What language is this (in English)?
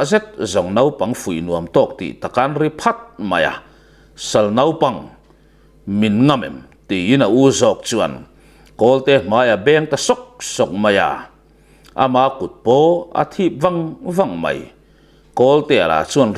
Mizo